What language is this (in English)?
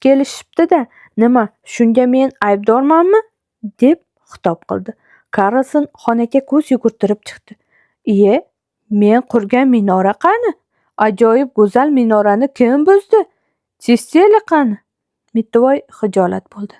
Uzbek